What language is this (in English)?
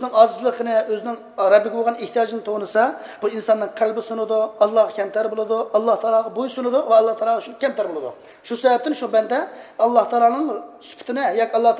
Uyghur